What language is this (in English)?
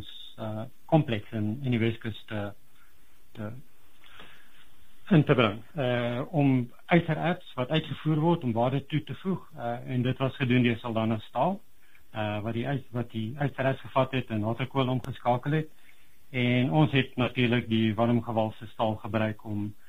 Afrikaans